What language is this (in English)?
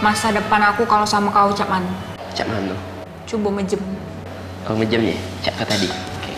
Musi